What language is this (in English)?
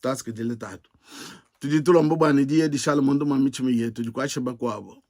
Luba-Lulua